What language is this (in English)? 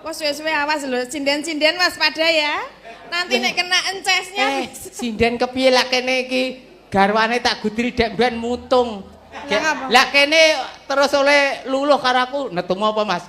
Javanese